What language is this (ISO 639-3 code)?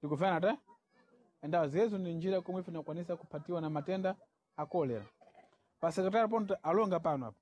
seh